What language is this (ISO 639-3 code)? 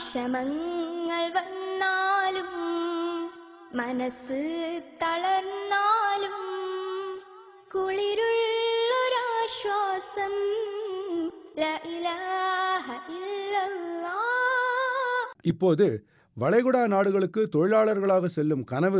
tam